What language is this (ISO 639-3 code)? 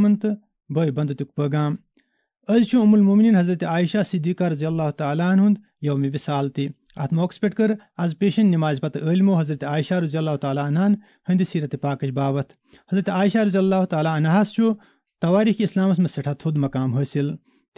kas